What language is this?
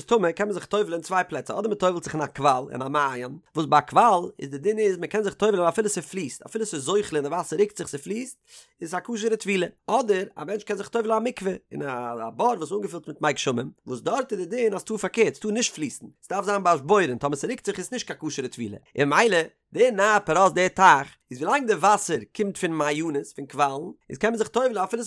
Yiddish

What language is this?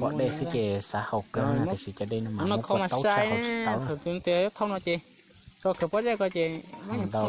Hmong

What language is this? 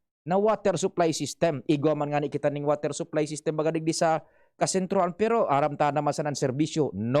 Bikol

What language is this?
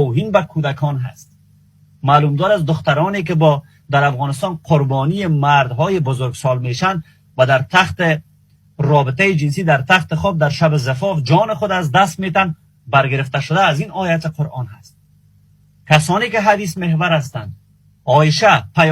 Persian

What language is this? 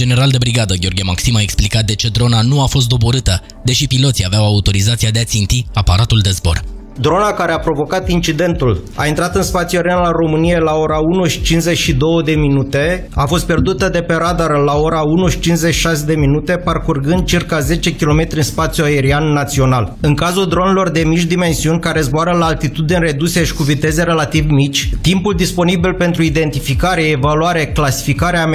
Romanian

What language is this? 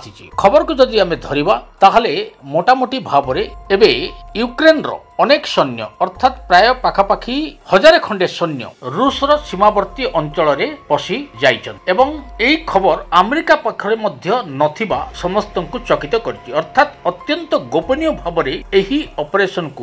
Odia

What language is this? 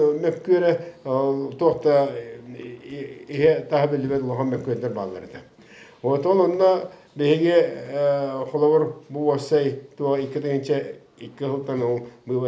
Yakut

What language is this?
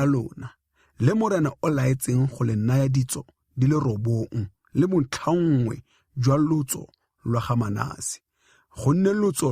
Tswana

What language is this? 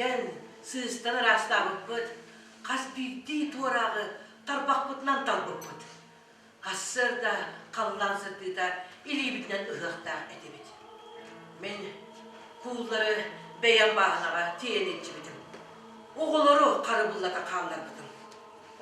Yakut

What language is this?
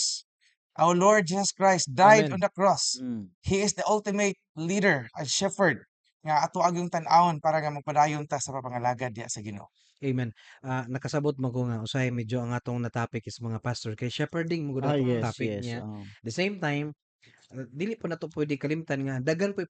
Cebuano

